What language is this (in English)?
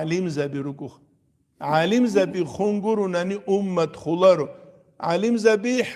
Avaric